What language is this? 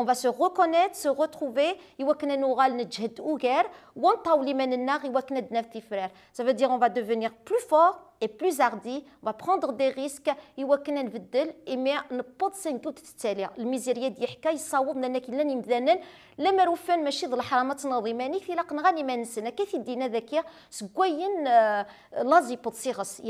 Kabyle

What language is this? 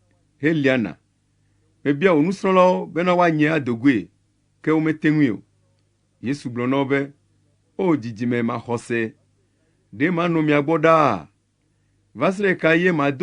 Ewe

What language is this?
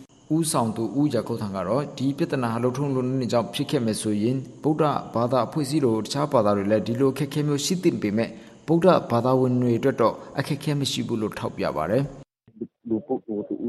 Burmese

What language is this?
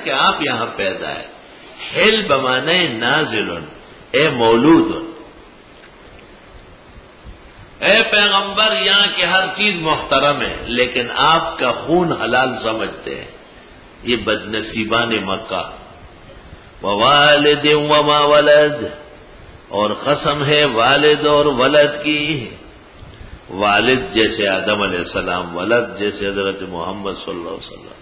Urdu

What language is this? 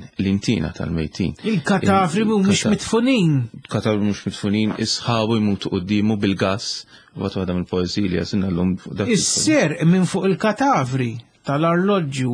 Maltese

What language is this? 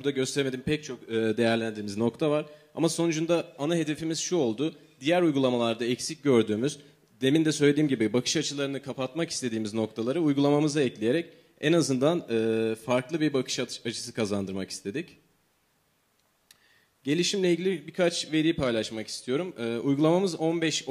Turkish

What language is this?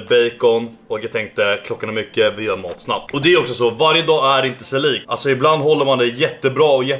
Swedish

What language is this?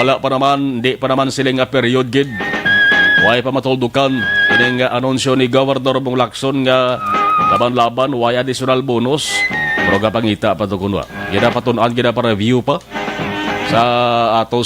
Hiligaynon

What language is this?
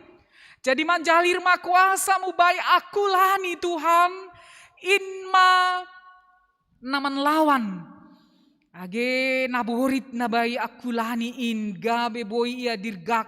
Batak Simalungun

